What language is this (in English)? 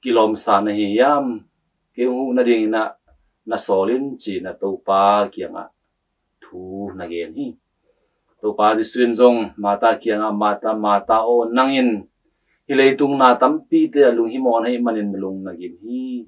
Tedim Chin